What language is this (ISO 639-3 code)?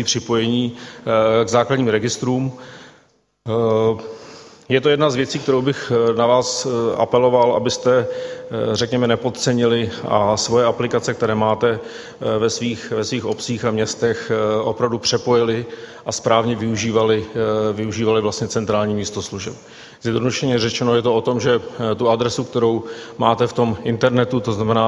ces